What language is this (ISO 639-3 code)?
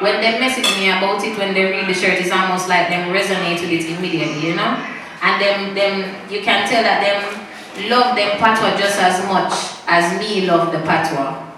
jam